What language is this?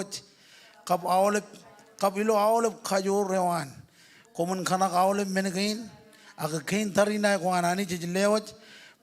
Marshallese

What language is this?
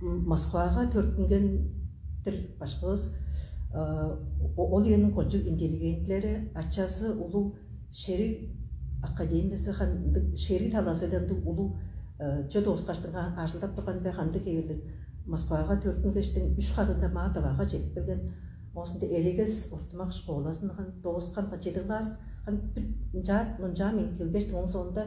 Tuvinian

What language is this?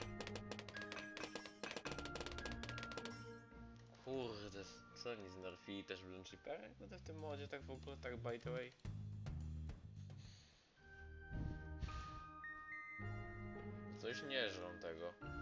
Polish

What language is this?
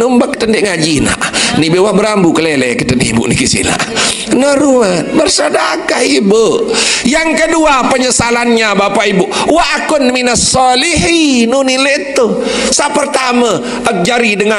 Sasak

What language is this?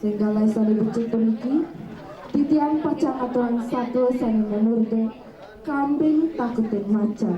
Balinese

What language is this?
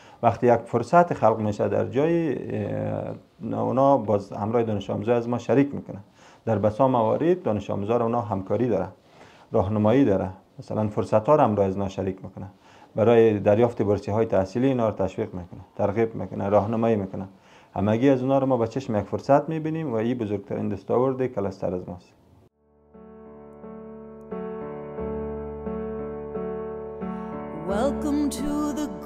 Persian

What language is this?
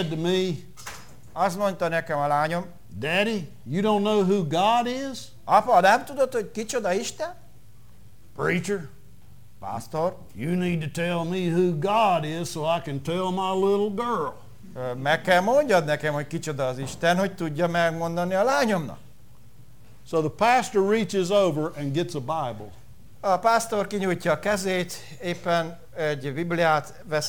Hungarian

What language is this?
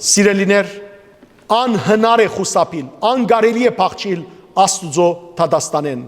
Western Armenian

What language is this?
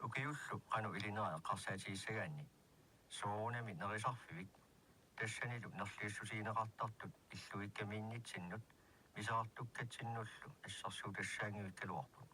Kalaallisut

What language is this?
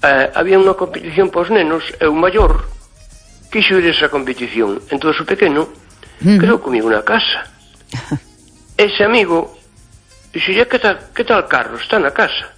Galician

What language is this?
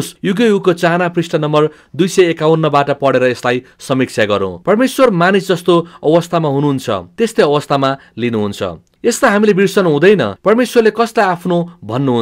Nepali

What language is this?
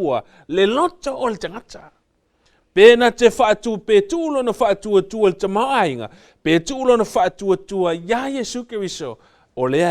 Samoan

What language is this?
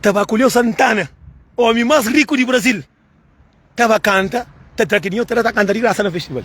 Kabuverdianu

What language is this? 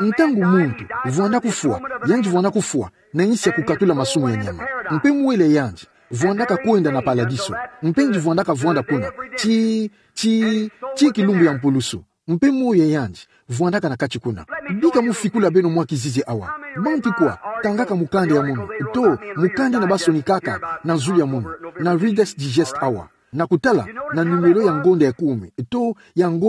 Kituba (Democratic Republic of Congo)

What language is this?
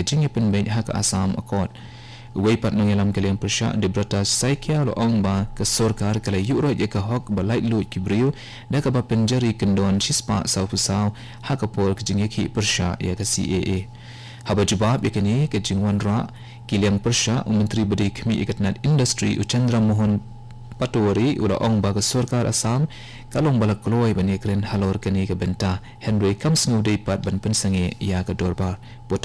Khasi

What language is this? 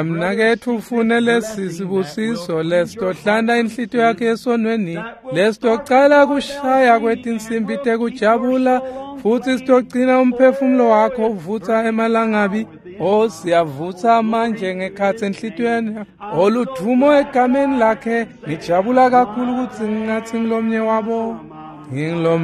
Swati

